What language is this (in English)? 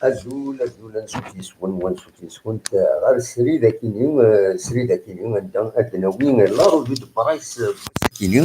Kabyle